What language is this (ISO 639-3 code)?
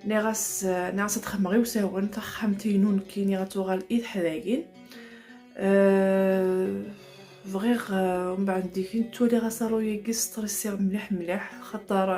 kab